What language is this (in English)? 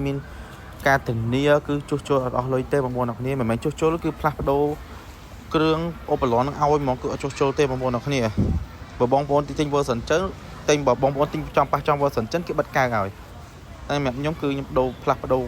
Khmer